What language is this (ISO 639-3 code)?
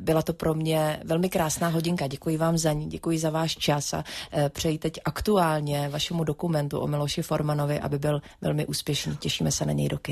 ces